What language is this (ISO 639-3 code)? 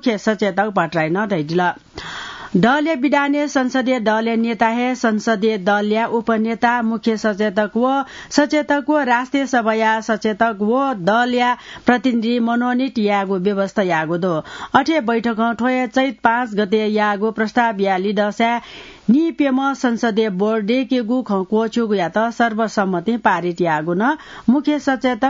new